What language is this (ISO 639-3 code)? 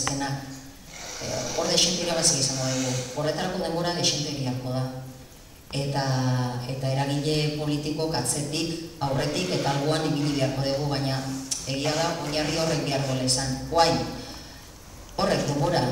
eus